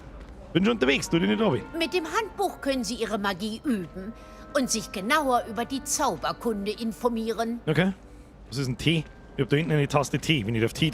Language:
Bavarian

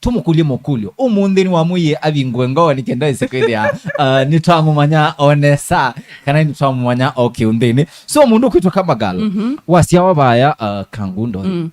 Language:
Kamba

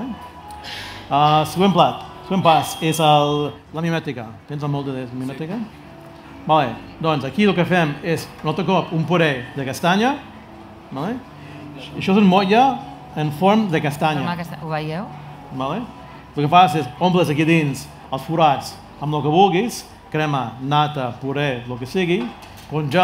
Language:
Catalan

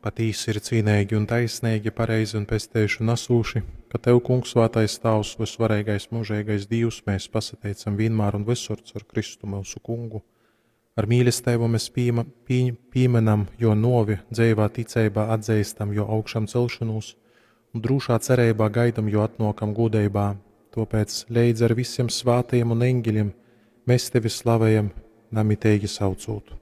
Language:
Latgalian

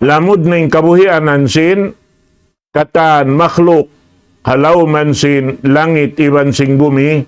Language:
Tausug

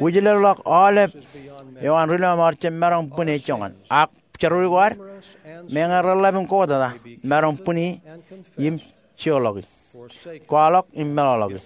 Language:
Marshallese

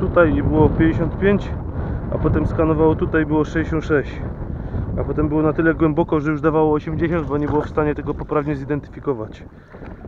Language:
Polish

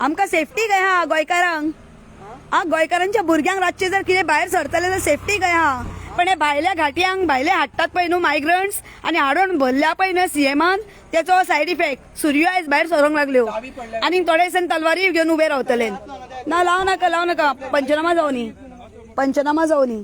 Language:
Konkani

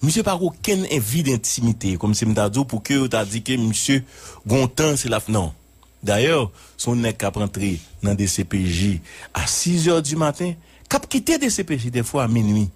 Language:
Haitian Creole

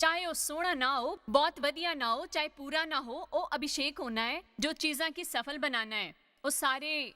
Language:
Dogri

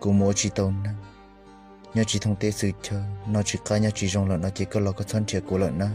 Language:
Hmong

